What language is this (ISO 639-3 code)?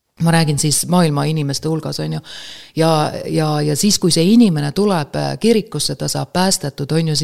est